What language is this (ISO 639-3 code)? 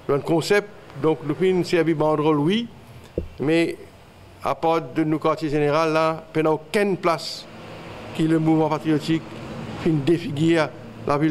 mfe